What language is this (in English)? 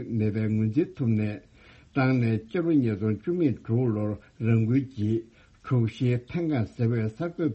Tibetan